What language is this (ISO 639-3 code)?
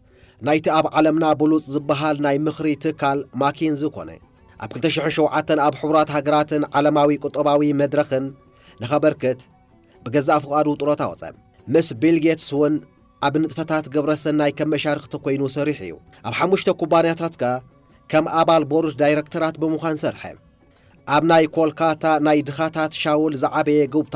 tir